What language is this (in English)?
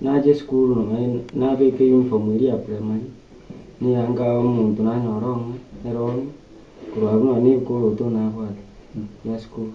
Gusii